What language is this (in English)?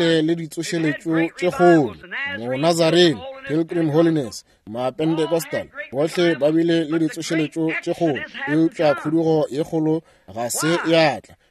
Northern Sotho